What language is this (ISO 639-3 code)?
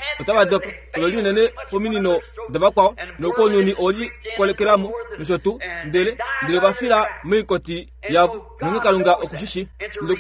kua